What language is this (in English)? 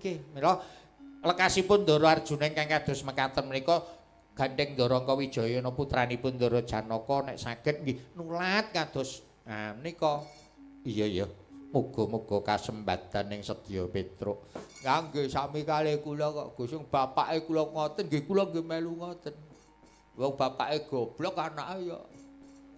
Javanese